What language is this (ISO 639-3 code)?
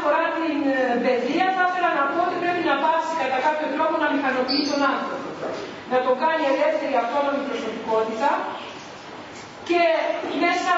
ell